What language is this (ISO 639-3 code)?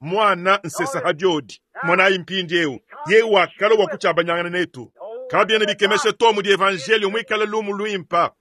lua